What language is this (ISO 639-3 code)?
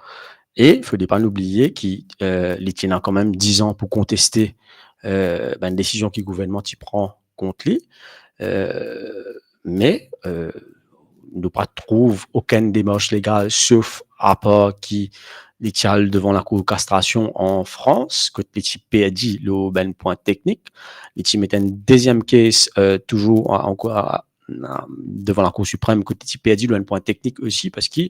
mfe